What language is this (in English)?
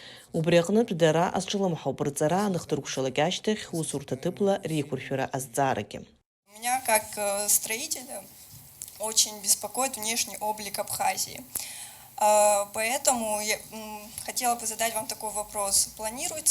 Abkhazian